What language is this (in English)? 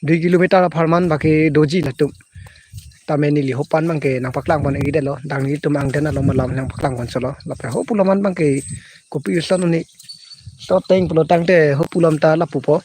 Karbi